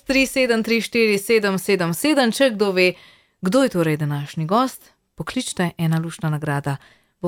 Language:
Slovenian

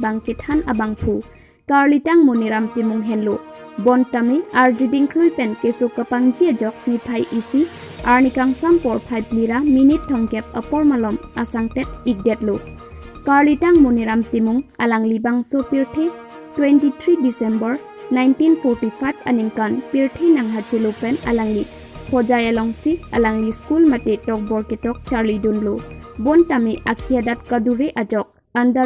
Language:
Karbi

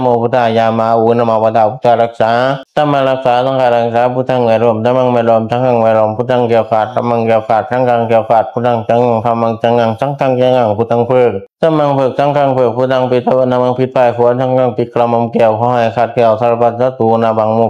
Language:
Pali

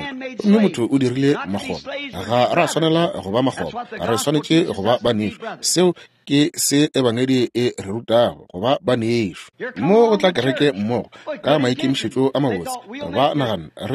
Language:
Northern Sotho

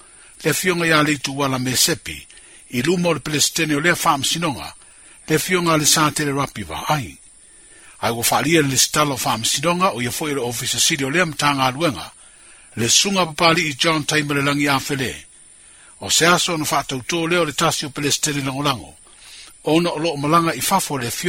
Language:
Samoan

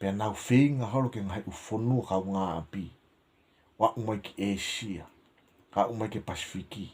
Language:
Tongan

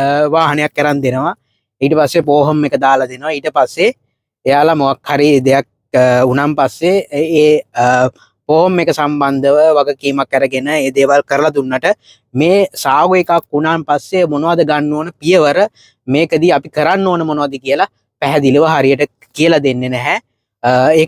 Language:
Sinhala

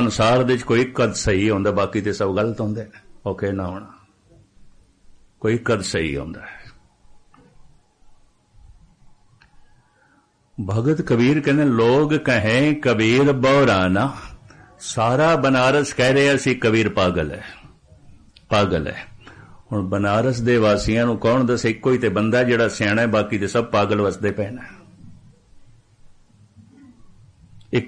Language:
Punjabi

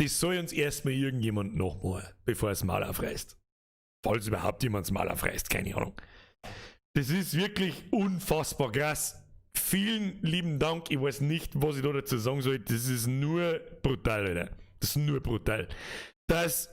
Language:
Bavarian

